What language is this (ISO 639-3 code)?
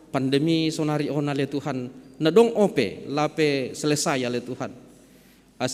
bts